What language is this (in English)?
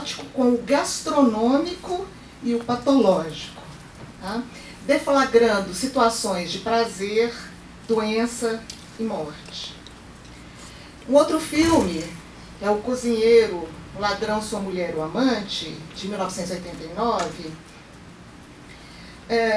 Portuguese